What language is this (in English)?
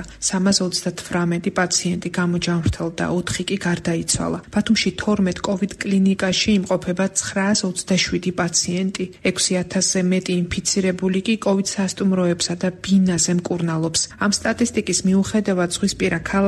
Georgian